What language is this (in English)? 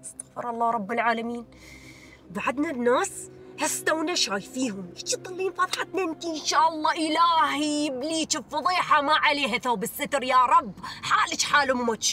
Mesopotamian Arabic